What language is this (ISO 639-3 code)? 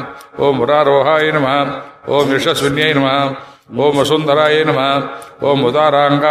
kan